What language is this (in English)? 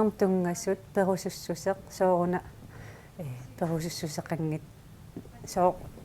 Kalaallisut